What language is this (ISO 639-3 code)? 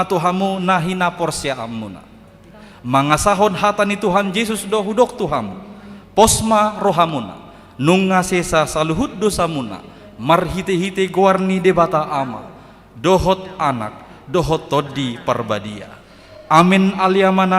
bbc